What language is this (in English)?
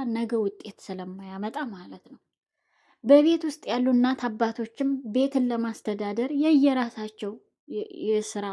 Amharic